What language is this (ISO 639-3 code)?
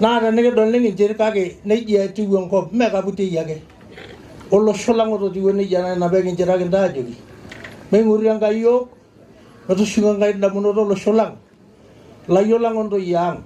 mas